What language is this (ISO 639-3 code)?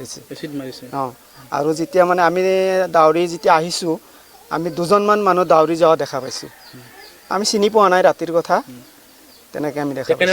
asm